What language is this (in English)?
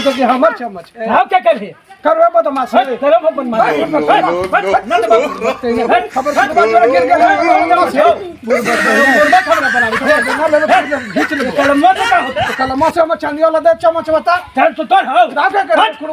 Magahi